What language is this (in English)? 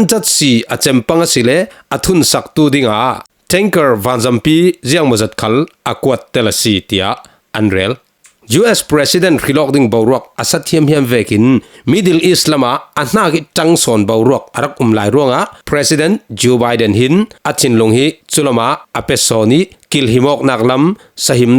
Falam Chin